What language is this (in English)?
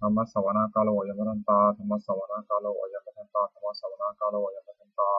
Pali